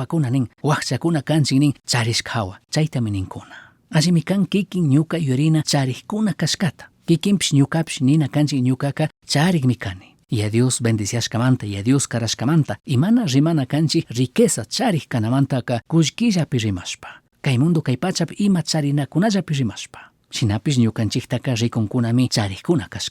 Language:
Chimborazo Highland Quichua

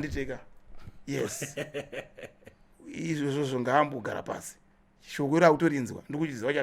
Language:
Shona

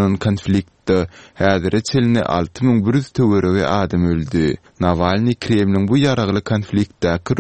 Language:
Turkmen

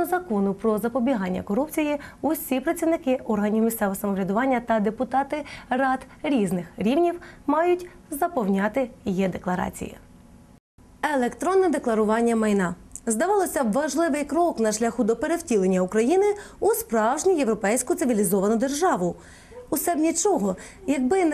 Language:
Ukrainian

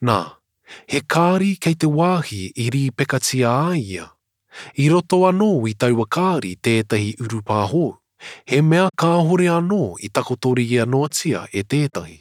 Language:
Māori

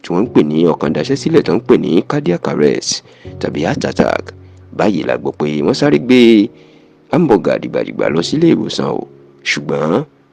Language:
Yoruba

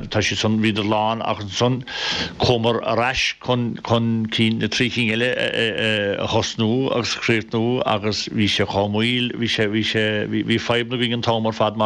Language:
Irish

